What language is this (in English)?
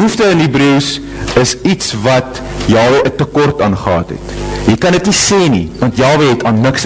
Afrikaans